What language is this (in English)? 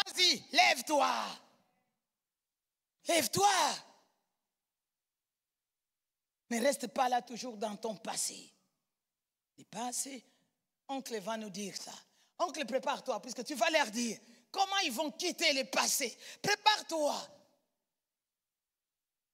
French